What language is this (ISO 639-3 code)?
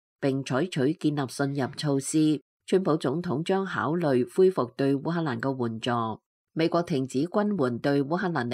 yue